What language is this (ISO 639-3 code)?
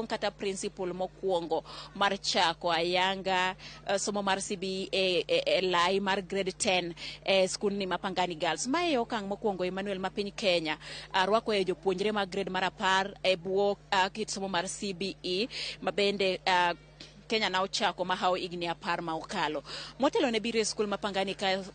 luo